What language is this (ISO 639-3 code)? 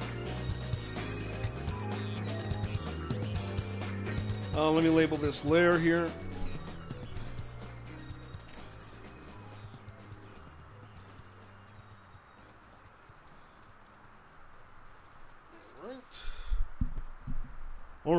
eng